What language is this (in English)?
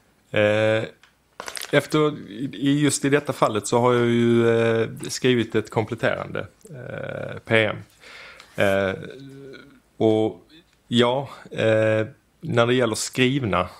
Swedish